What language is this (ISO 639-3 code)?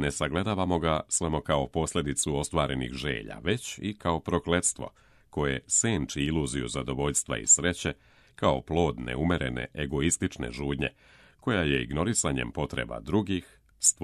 srp